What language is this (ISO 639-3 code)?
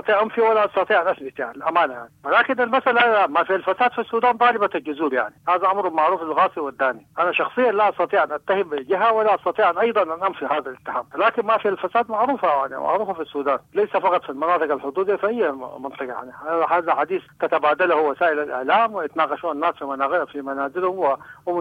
apd